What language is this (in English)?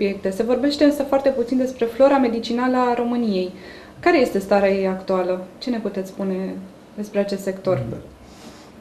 Romanian